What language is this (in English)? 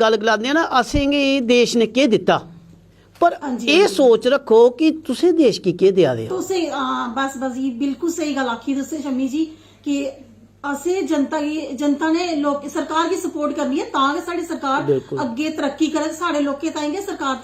Dogri